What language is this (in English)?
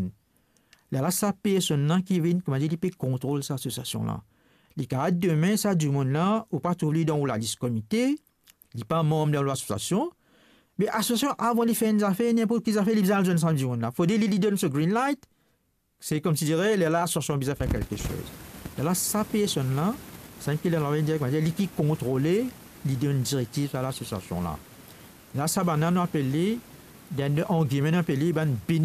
Morisyen